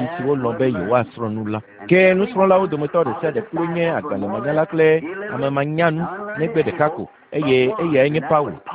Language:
Ewe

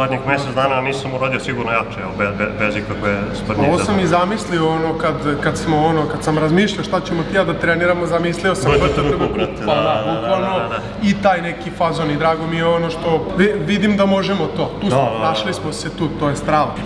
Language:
Serbian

